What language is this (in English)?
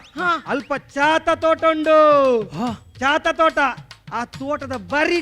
Tulu